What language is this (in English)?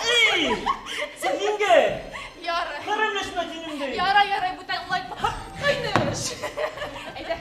Bashkir